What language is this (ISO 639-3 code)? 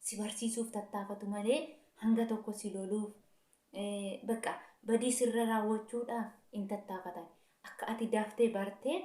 orm